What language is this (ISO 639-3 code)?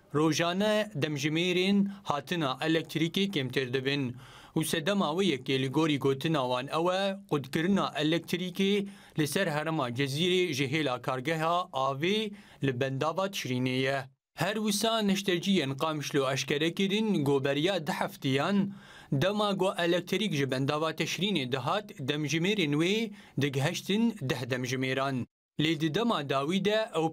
kur